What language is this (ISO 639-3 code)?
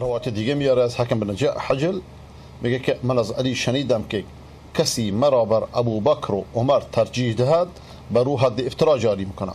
fas